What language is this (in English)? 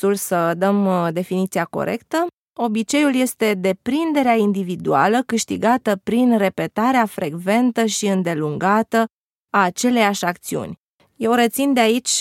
Romanian